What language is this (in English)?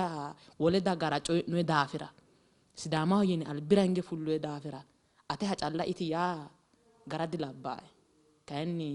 Sidamo